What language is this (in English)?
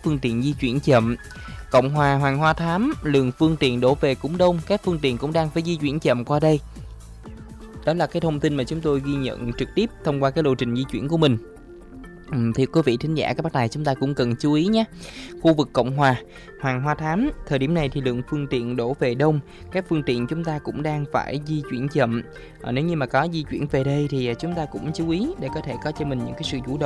Vietnamese